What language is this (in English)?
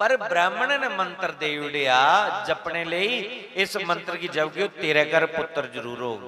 Dogri